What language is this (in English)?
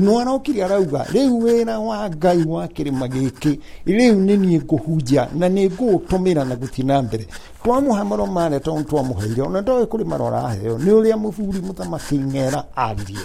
Kikuyu